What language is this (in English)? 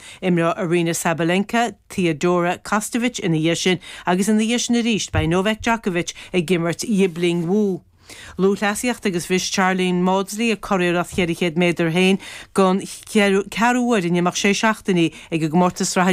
Irish